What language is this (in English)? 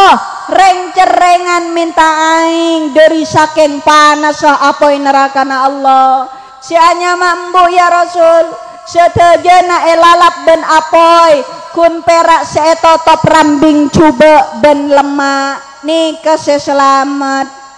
Madurese